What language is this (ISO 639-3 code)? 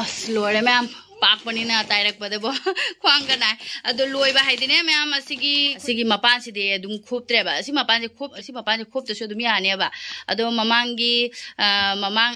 mni